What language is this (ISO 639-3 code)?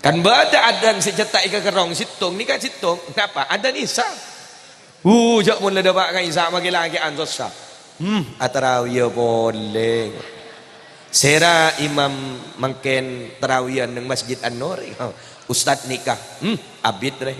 mad